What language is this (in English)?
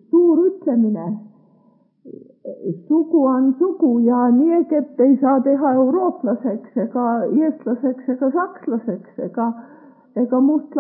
Estonian